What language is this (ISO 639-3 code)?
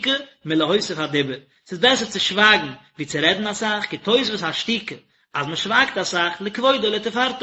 yid